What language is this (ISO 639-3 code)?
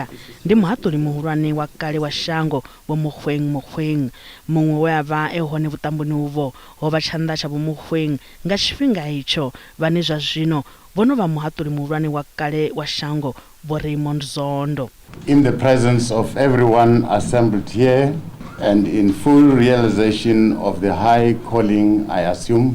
ven